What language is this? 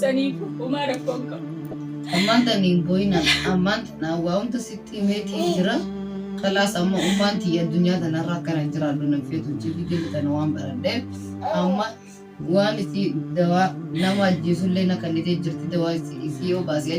Oromo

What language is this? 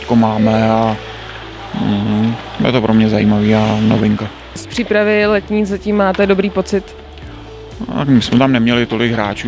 Czech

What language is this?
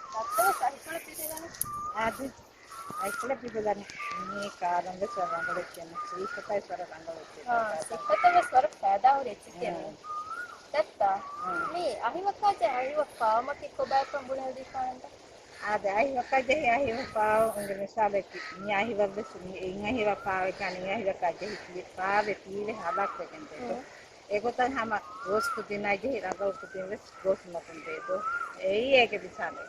Divehi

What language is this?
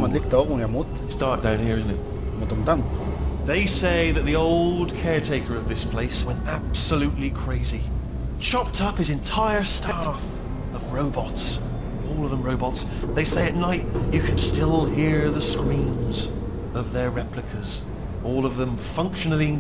Hebrew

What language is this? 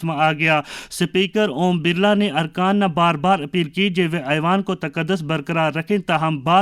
Gujari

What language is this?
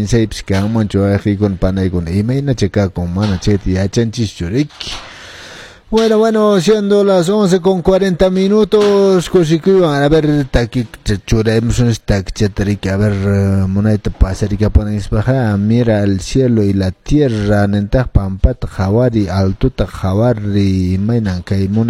Quechua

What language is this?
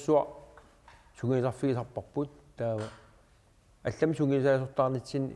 Kalaallisut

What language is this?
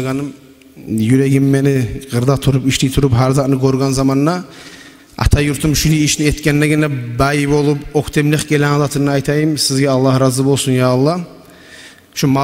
Kumyk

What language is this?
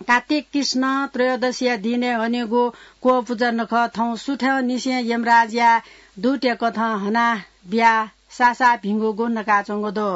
Newari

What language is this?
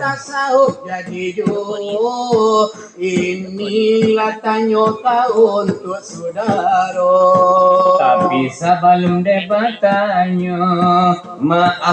Minangkabau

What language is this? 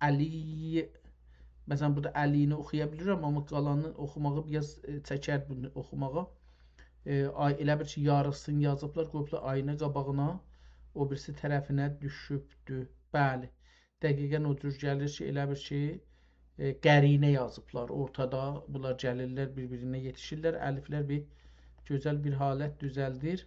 South Azerbaijani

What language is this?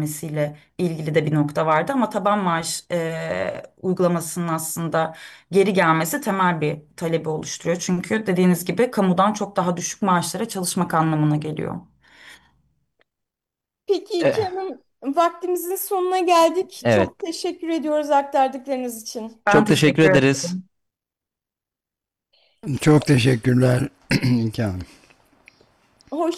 Turkish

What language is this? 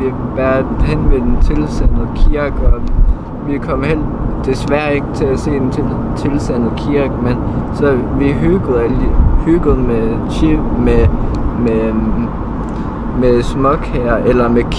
Danish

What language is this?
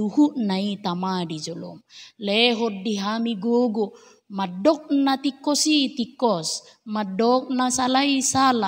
Batak Toba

